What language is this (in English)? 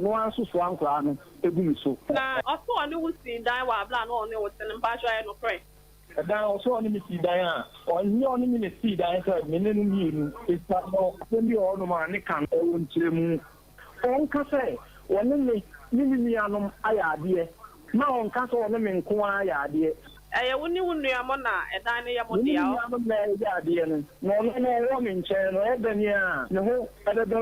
Akan